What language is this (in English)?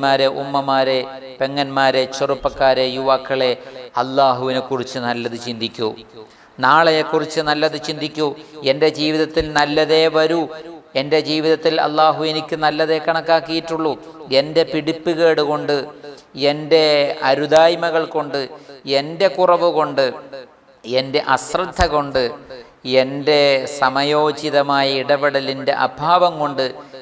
Malayalam